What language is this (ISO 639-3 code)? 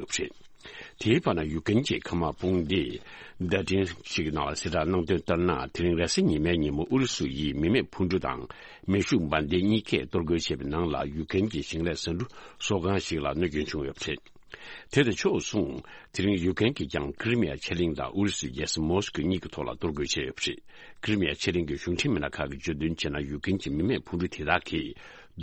bod